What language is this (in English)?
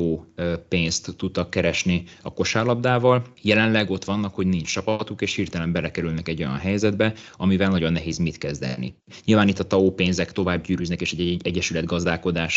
Hungarian